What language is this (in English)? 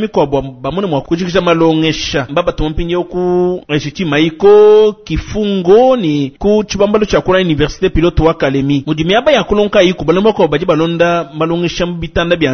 Luba-Lulua